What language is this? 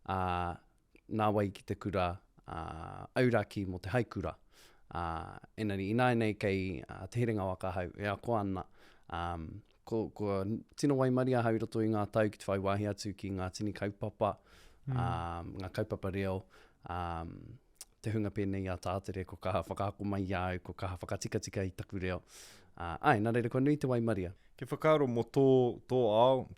Māori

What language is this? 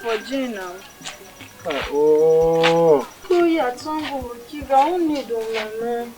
Tiv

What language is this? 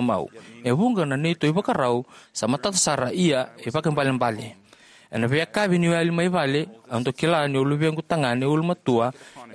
Fijian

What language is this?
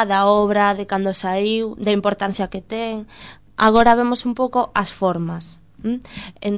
Galician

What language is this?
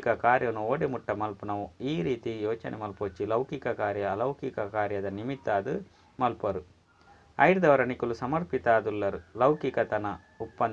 Tulu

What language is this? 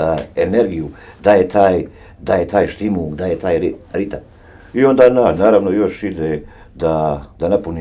Bosnian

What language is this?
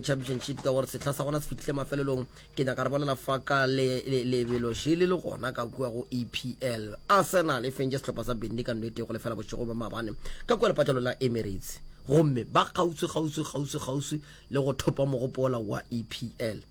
Northern Sotho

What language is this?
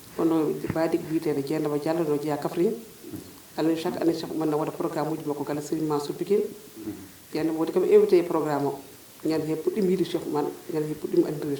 Fula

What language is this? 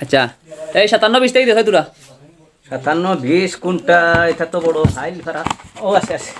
Sylheti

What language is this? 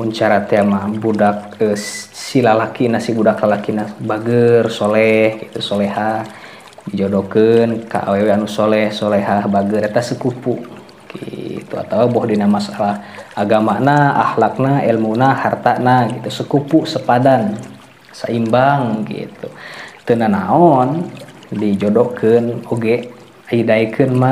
Sundanese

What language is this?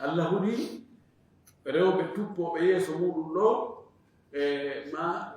Fula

